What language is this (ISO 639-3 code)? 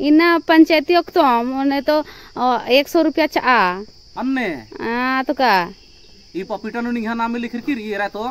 kru